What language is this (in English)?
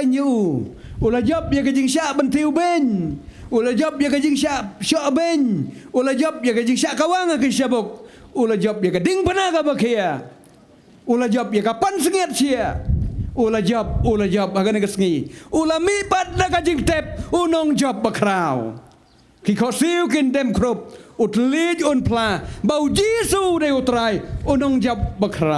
Khasi